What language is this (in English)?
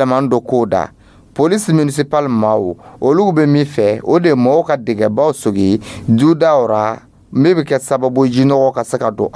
Dyula